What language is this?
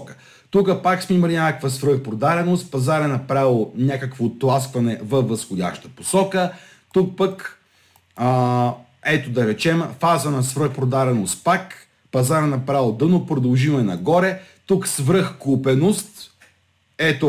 Bulgarian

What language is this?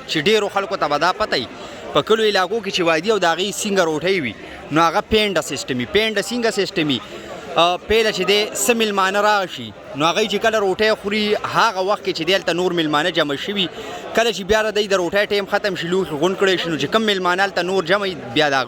Pashto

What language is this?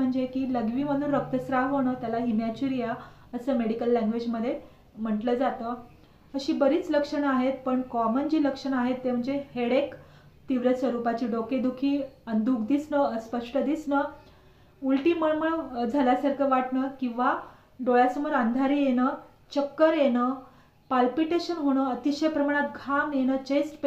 Marathi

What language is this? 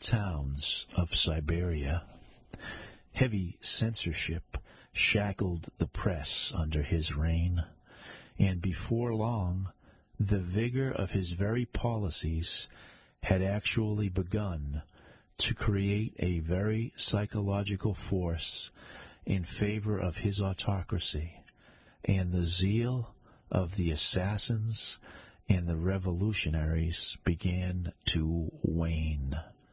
English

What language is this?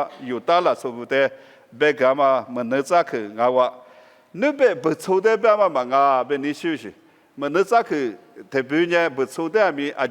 Lisu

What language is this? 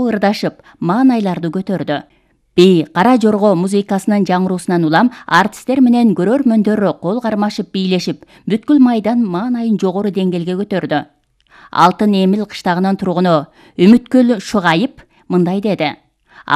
Kyrgyz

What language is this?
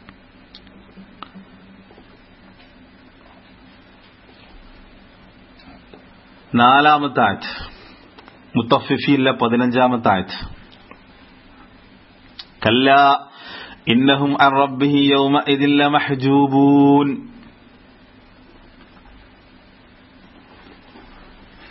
Malayalam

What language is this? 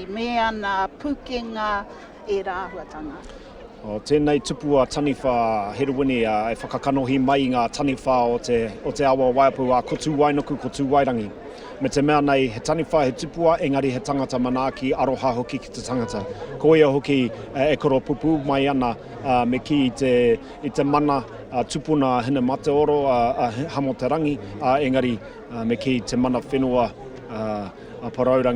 Māori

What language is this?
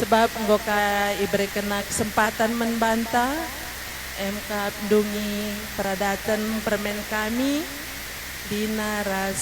Batak Karo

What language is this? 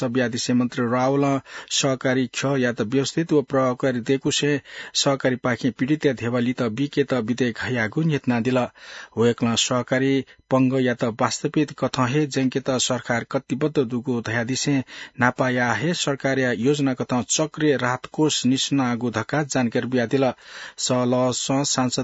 Newari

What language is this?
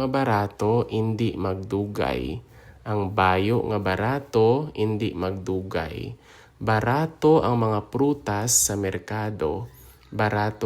Hiligaynon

